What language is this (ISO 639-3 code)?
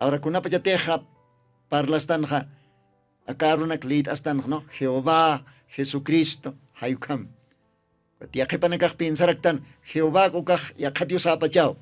aym